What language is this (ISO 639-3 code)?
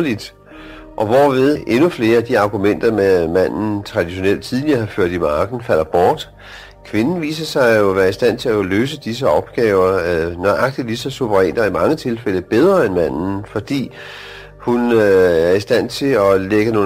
dan